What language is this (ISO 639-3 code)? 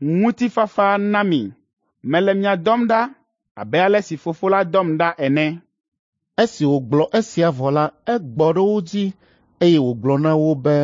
ewe